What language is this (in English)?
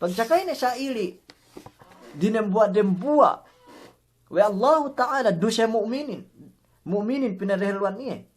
Yakan